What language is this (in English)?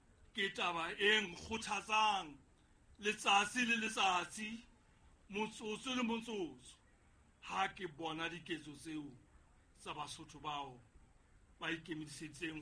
Southern Sotho